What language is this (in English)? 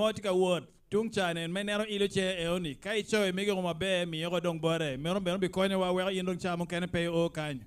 Acoli